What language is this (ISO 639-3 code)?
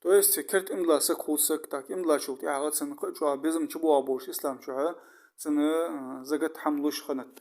inh